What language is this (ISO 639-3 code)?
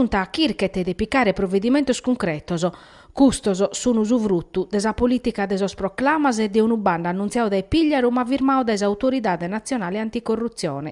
srd